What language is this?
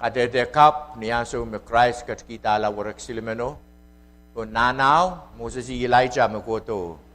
Pohnpeian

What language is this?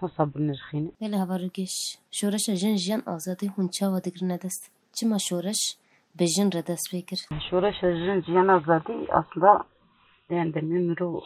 Kurdish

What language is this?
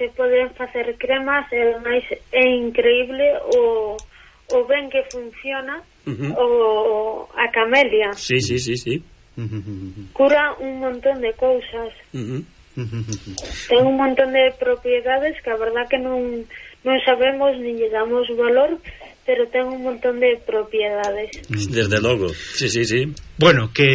Galician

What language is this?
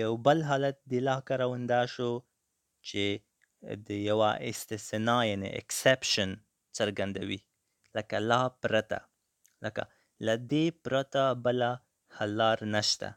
Pashto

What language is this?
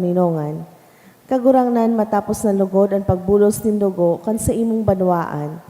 Bikol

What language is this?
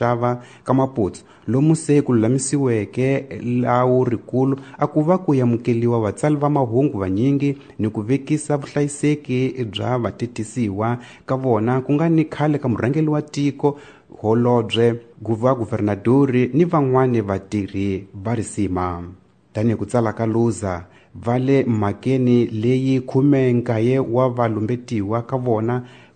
Tsonga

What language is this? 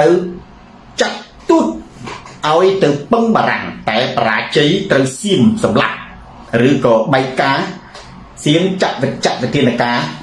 Khmer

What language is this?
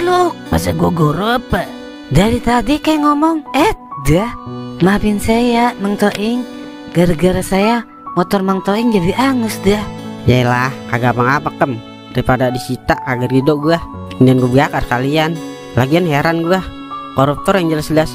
Betawi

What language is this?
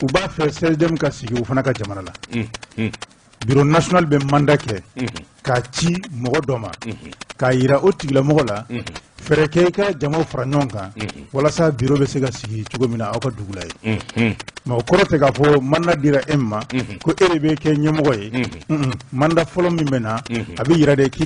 Bambara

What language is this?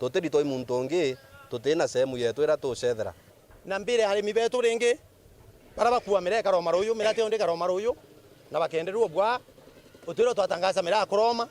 Meru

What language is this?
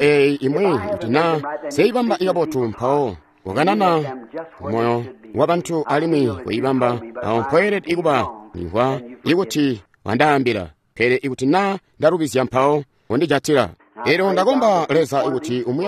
Tonga (Zambia)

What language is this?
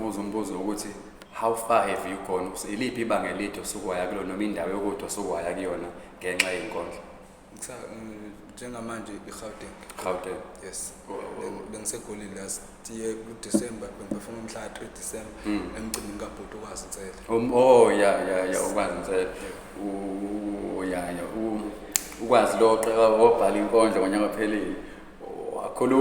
Zulu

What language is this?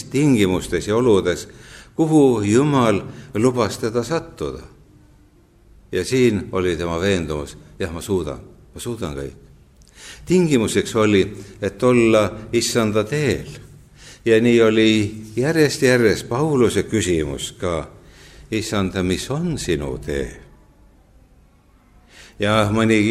Estonian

